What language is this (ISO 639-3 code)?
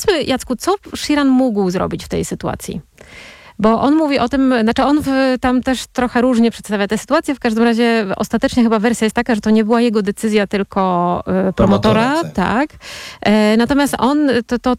pol